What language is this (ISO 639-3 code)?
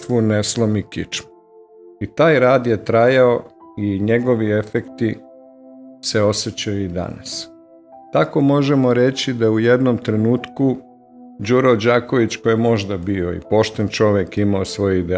srp